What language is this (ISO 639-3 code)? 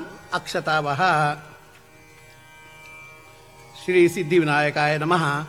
mar